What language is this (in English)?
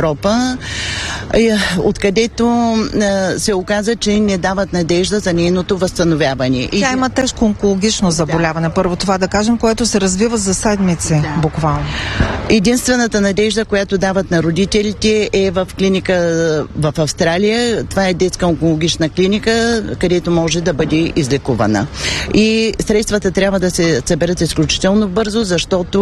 Bulgarian